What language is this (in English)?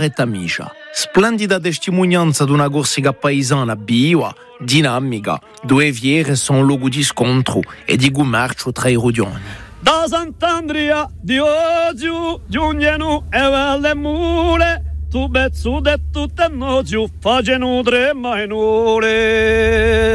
Italian